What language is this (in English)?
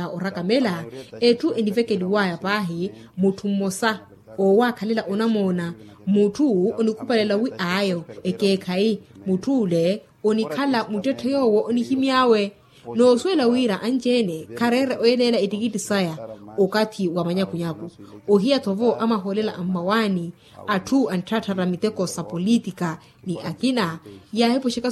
Makhuwa